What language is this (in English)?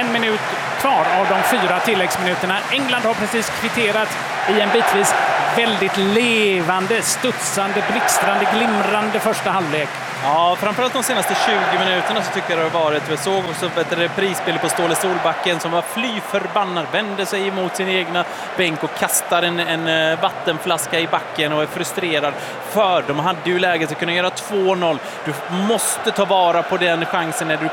Swedish